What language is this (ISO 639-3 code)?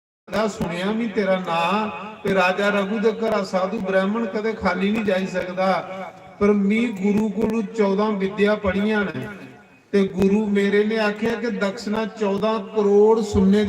doi